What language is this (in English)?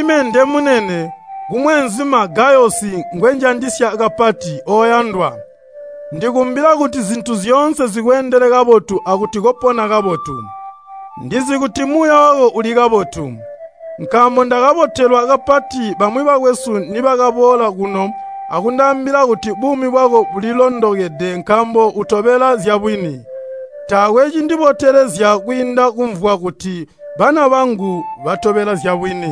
Tonga (Zambia)